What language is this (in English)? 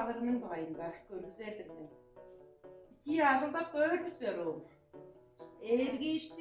Tuvinian